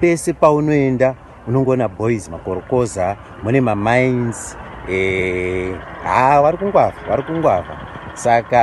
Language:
Shona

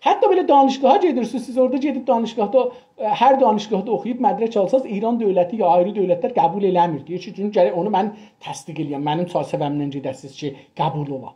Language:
South Azerbaijani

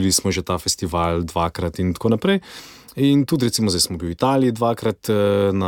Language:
Slovenian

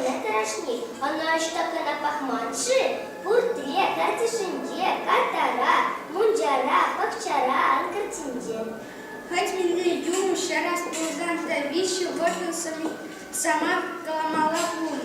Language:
Chuvash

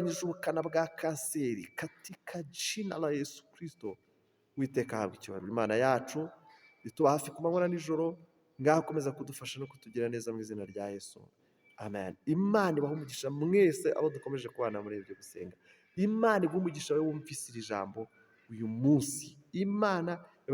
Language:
Kinyarwanda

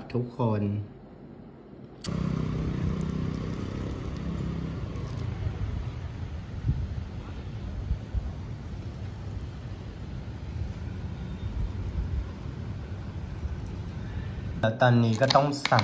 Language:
Thai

